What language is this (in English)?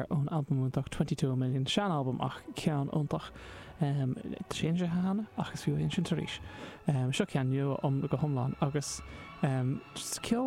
Irish